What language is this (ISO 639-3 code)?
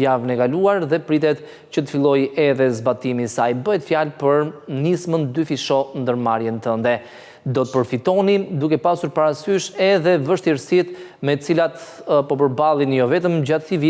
sqi